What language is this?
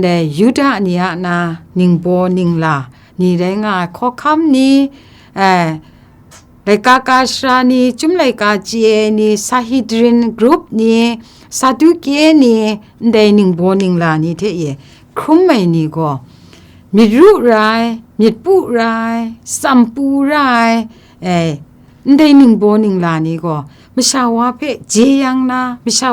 Kachin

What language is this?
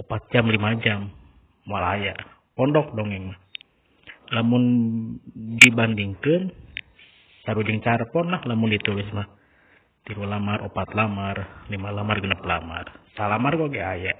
Sundanese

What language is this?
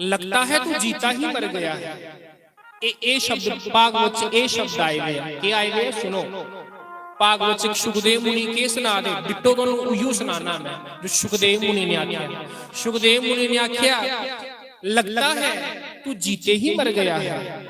Dogri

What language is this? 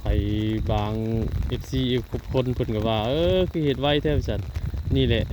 Northeastern Thai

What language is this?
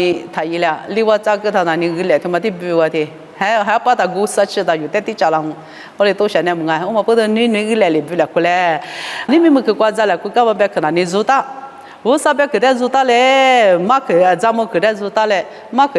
Lisu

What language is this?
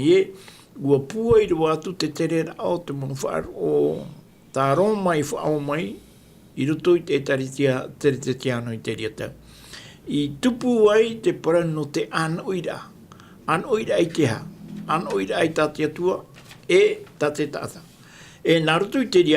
Tahitian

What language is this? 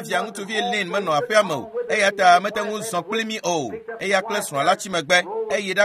Ewe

